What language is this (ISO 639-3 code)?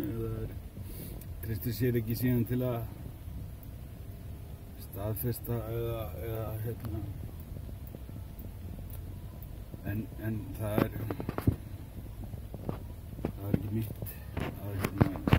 isl